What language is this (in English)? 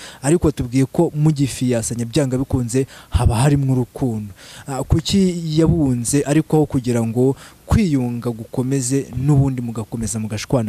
Kinyarwanda